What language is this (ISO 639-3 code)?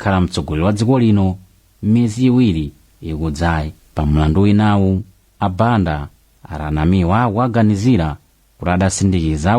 nya